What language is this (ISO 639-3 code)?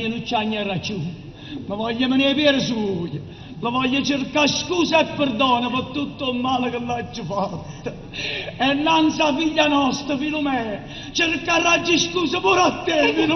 nap